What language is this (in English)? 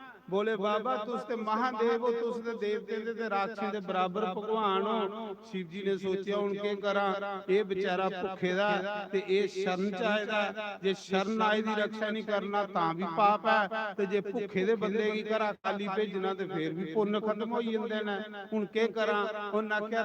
Dogri